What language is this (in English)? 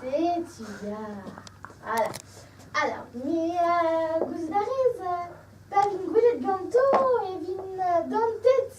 Breton